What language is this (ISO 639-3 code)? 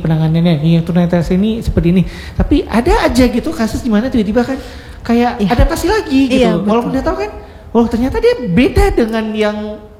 ind